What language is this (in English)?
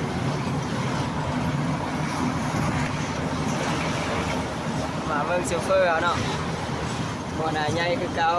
Lao